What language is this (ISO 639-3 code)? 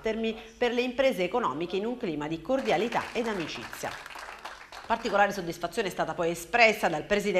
ita